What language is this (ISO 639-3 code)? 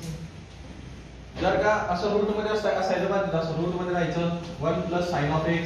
mar